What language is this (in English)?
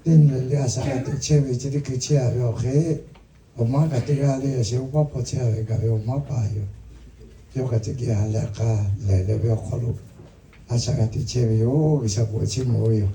Lahu